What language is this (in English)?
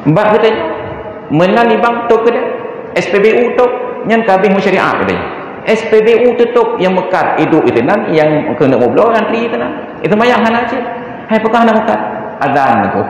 Achinese